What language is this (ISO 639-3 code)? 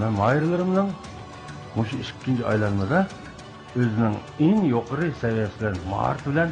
uig